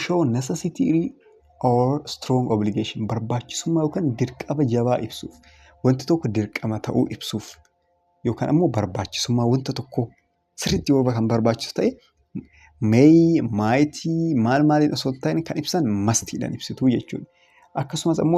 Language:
Oromo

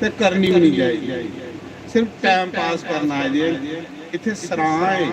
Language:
Dogri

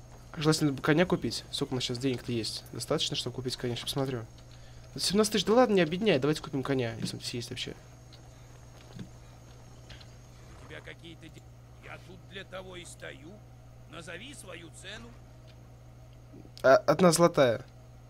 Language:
Russian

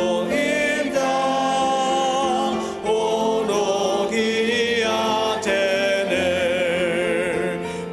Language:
Ao Naga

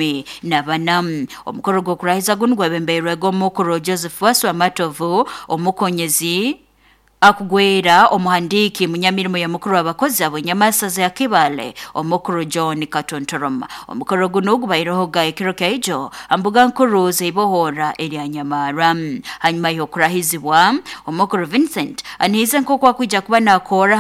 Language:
Nyoro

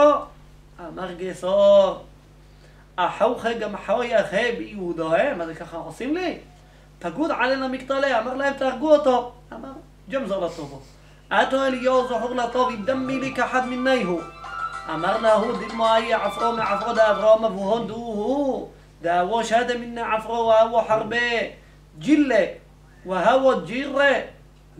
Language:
Hebrew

